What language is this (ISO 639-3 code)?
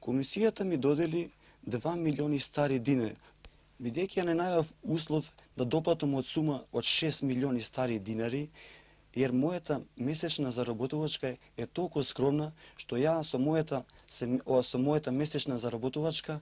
mkd